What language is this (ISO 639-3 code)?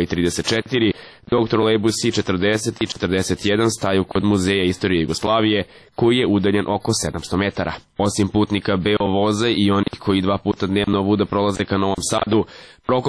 srp